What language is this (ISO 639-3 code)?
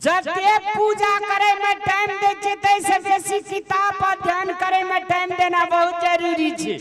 mai